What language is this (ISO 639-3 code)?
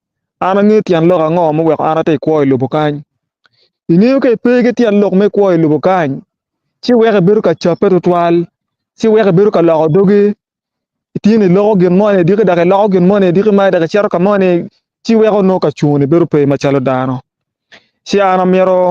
ach